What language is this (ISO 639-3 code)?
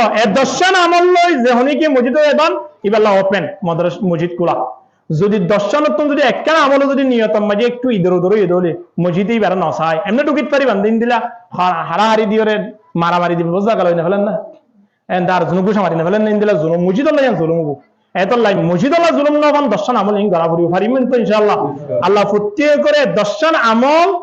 rhg